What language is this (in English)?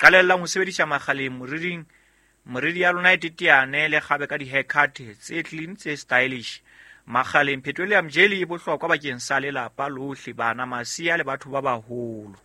Southern Sotho